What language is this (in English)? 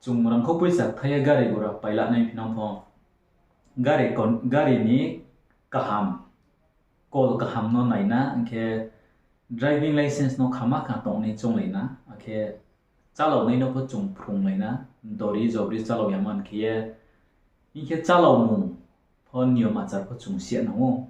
Riang (India)